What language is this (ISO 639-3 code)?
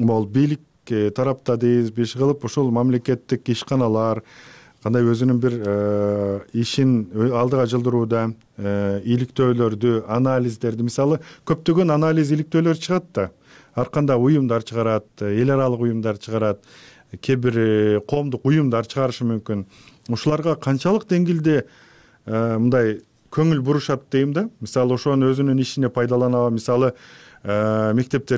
kir